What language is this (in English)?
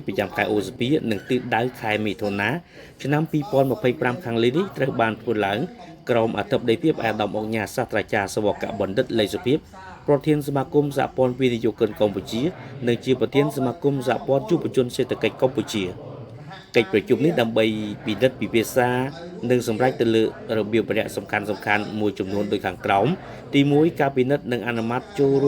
Khmer